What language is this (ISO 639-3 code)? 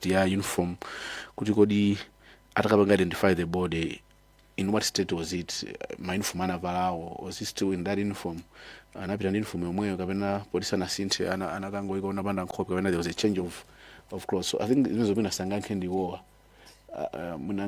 nya